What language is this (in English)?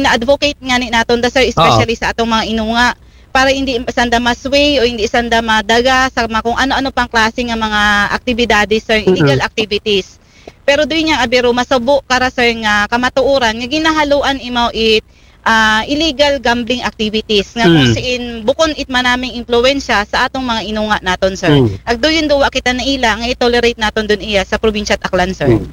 Aklanon